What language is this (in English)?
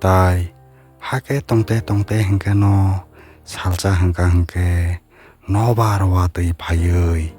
Kok Borok